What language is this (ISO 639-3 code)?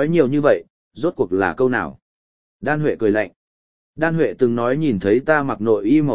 vie